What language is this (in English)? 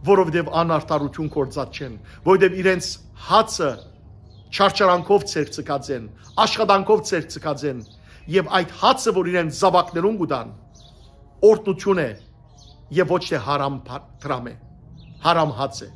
Western Armenian